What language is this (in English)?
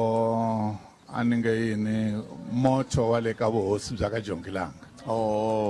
Tsonga